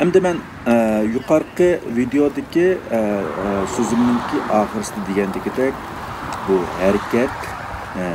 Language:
Uyghur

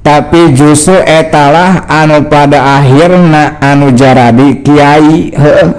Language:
Sundanese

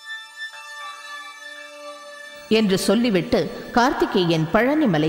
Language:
Tamil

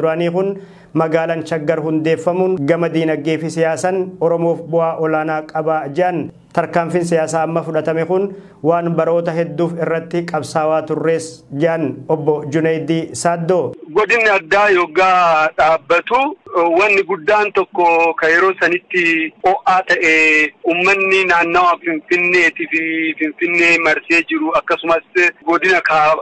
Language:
Oromo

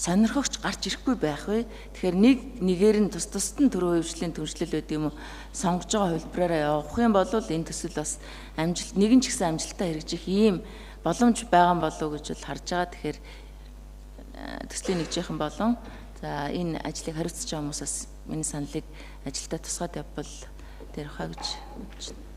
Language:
Mongolian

